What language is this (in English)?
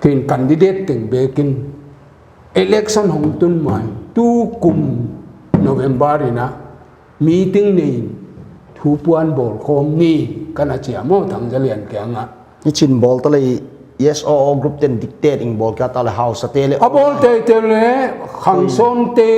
Paite Chin